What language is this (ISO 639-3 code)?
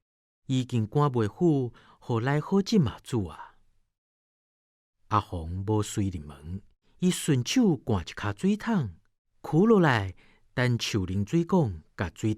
nan